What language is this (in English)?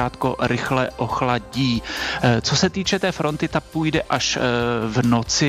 Czech